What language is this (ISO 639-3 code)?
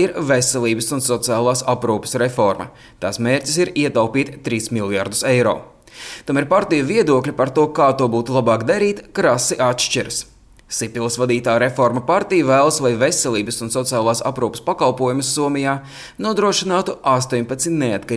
lav